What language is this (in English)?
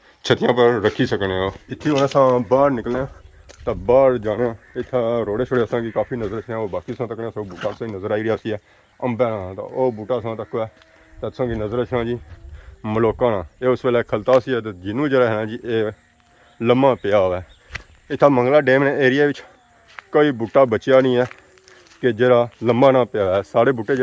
Pahari-Potwari